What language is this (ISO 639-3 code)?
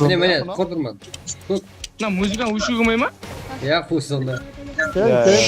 kaa